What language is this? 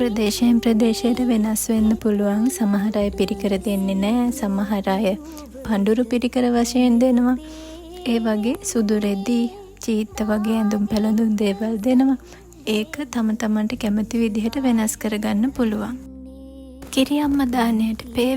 Sinhala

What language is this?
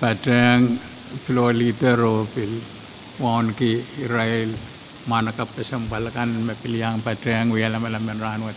Pohnpeian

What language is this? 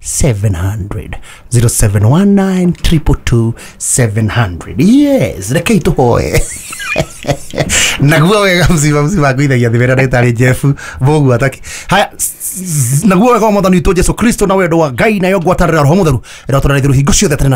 Kikuyu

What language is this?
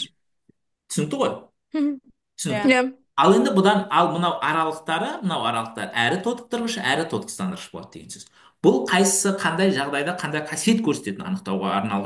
Kazakh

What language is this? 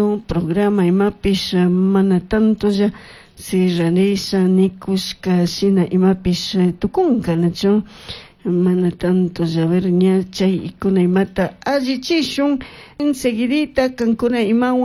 Chimborazo Highland Quichua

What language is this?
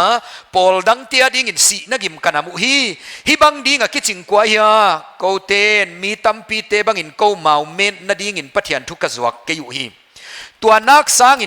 Paite Chin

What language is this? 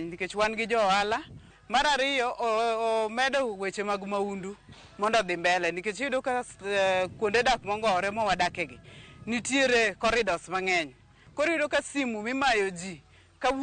Luo (Kenya and Tanzania)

